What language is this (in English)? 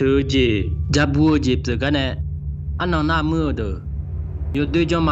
Akha